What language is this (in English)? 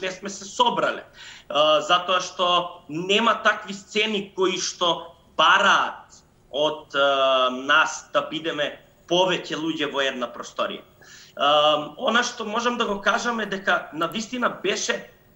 Macedonian